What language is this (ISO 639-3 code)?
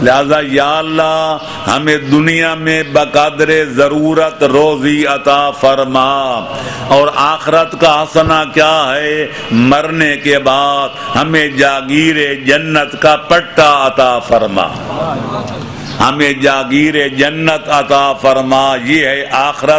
urd